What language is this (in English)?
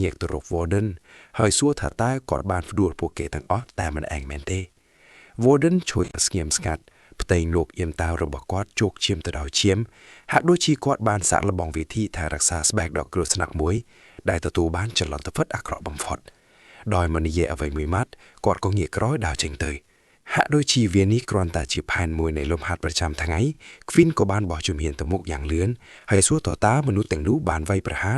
Khmer